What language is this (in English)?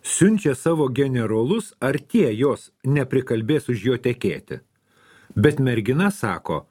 Lithuanian